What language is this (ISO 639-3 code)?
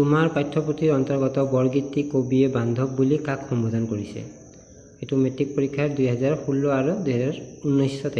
asm